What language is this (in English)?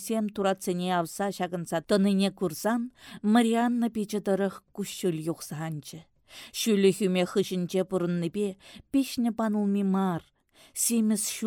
Chuvash